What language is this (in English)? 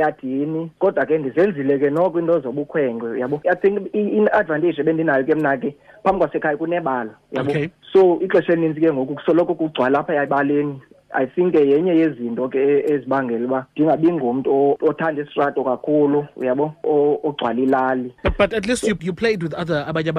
Xhosa